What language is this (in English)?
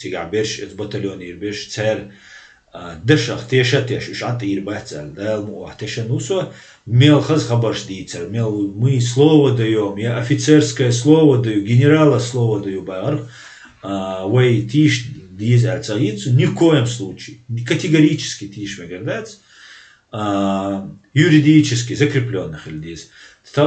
Chechen